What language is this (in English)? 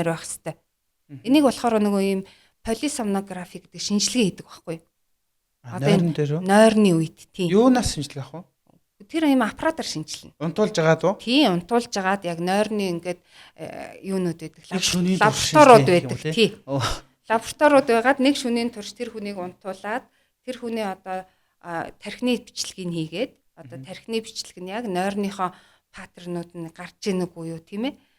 Mongolian